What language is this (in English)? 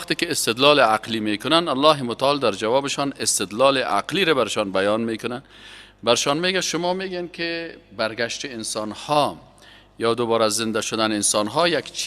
Persian